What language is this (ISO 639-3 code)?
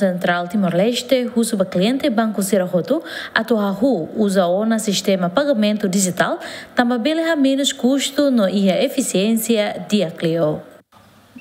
tet